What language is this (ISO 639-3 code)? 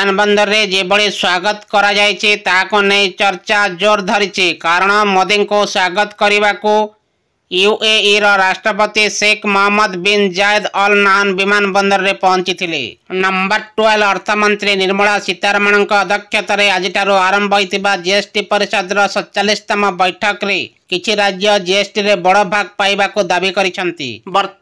ori